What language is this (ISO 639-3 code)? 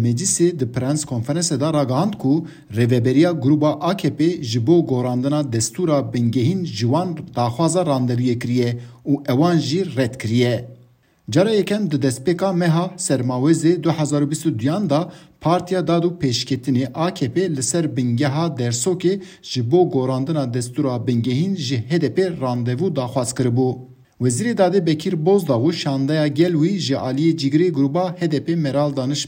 kur